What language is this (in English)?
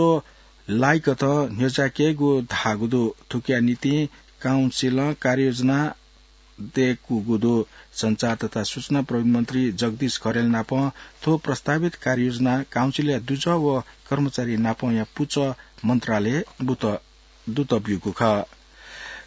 Newari